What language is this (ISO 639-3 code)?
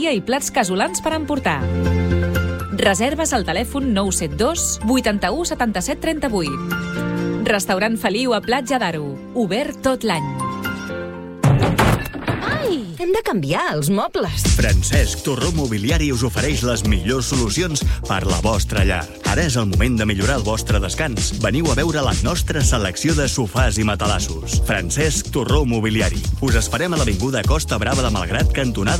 cat